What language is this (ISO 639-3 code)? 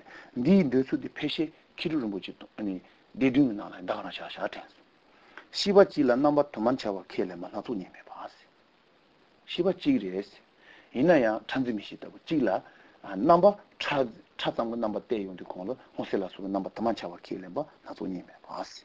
kor